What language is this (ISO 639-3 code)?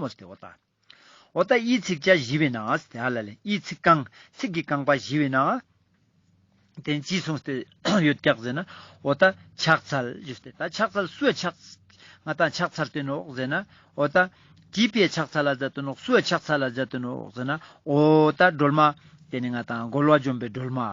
lbj